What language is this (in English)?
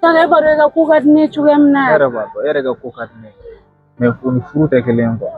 Bambara